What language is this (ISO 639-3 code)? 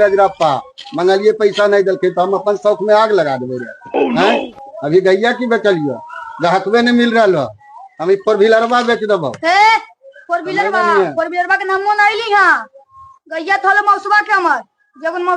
mag